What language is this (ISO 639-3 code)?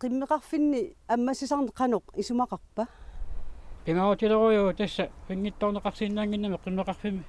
kal